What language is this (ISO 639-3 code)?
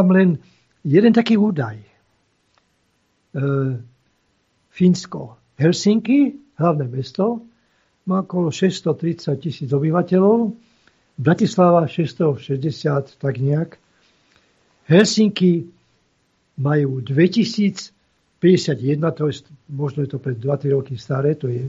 slk